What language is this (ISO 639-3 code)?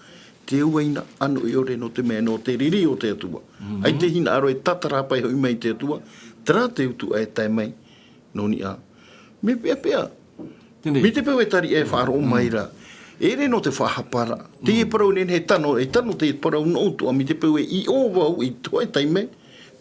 tah